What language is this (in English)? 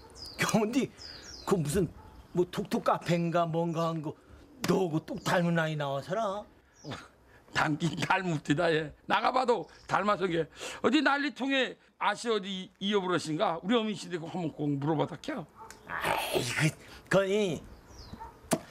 Korean